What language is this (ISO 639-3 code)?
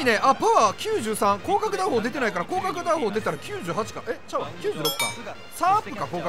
jpn